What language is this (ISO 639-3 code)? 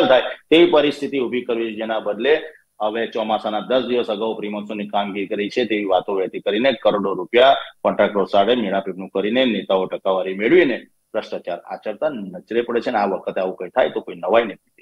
guj